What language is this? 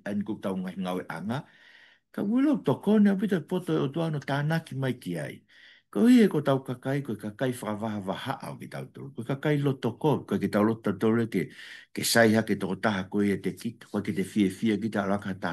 Tongan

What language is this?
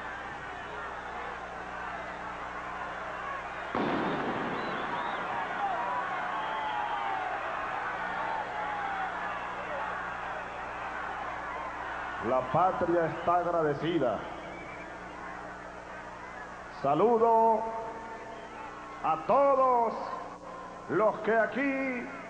Spanish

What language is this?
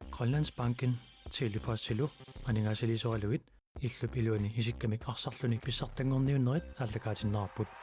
Kalaallisut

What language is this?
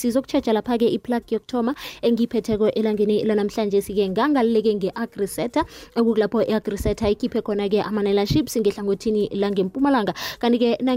South Ndebele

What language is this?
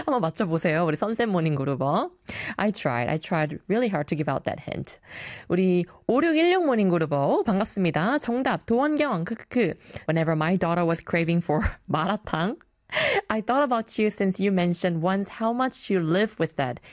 Korean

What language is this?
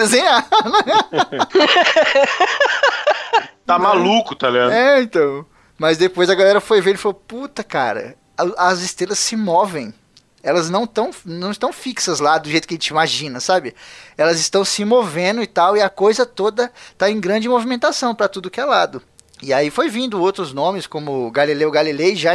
Portuguese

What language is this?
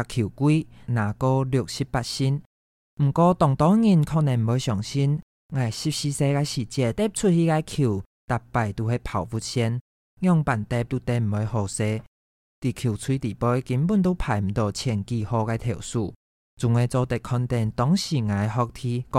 Hakka Chinese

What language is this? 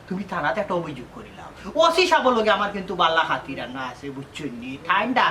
Sylheti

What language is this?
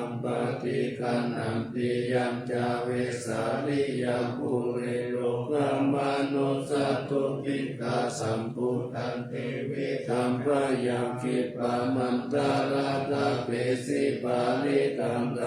Pali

